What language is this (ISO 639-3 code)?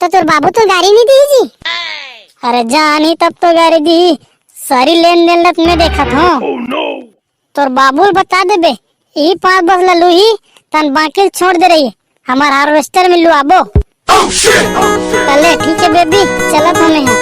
hne